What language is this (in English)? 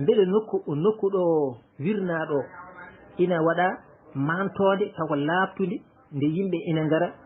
Fula